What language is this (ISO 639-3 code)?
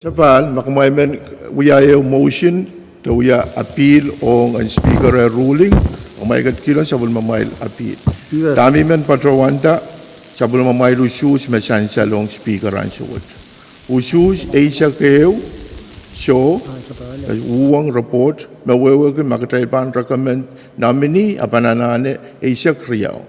pon